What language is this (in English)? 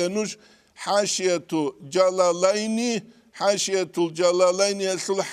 Avaric